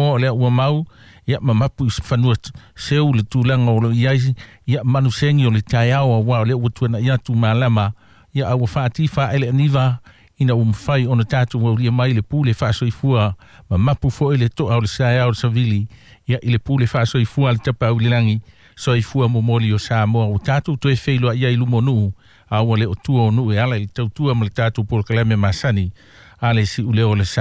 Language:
Samoan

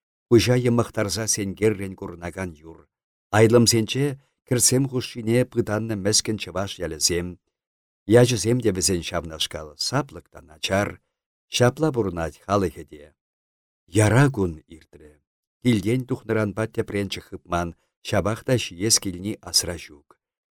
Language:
Chuvash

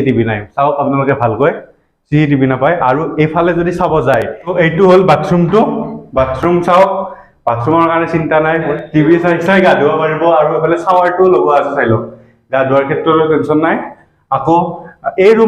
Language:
Assamese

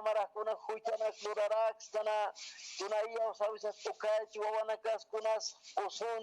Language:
Aymara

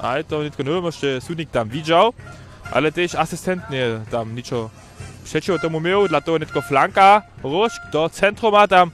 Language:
Upper Sorbian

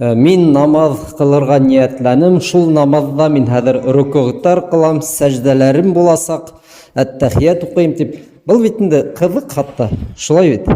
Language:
Bashkir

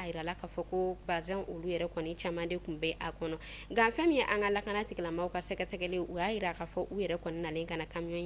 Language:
Bambara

